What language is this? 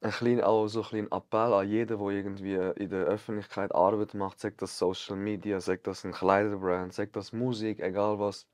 Swiss German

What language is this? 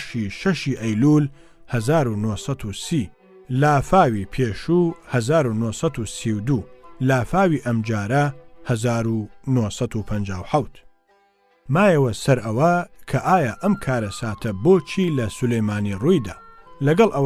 Central Kurdish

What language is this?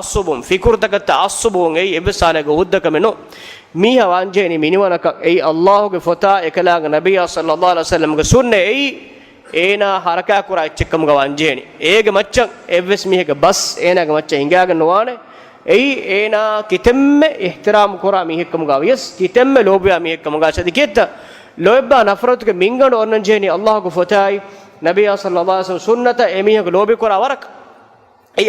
Divehi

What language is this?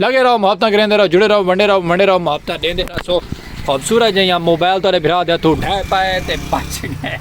Saraiki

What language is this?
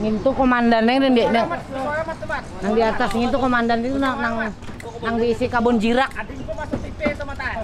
Banjar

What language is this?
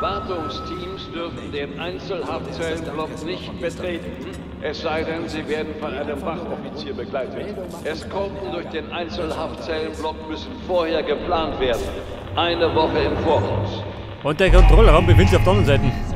Bavarian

